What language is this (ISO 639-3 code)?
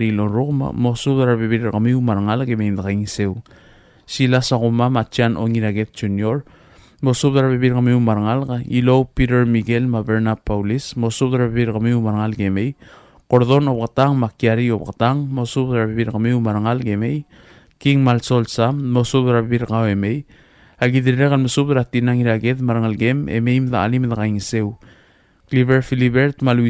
pau